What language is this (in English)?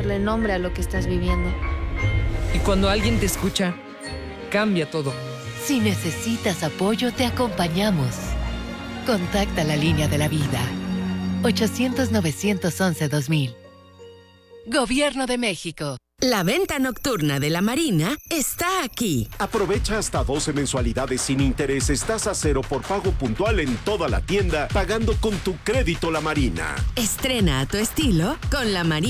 Spanish